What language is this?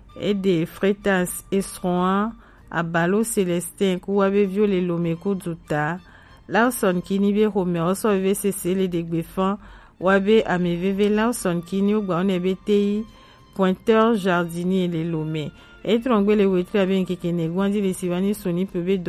Gen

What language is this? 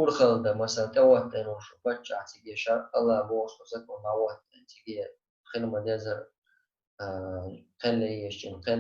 Chechen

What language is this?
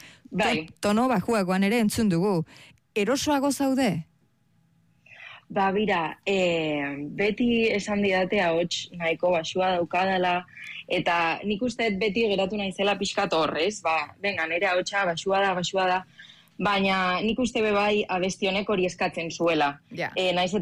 Basque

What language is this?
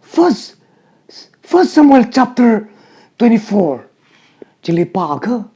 Tangkhul Naga (India)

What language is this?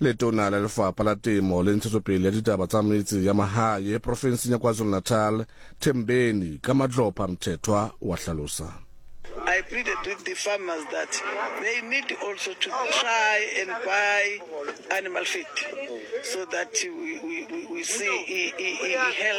Southern Sotho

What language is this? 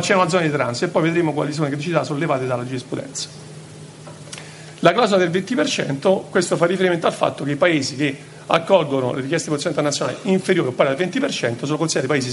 Italian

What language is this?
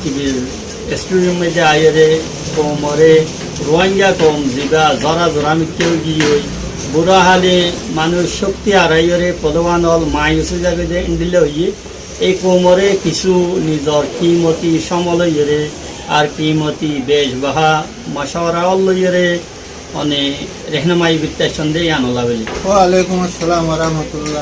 Rohingya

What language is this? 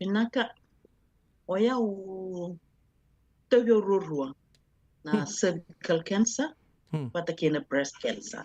Fijian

